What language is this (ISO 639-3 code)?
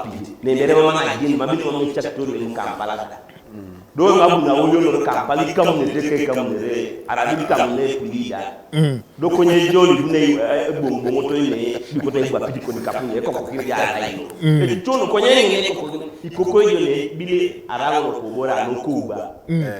teo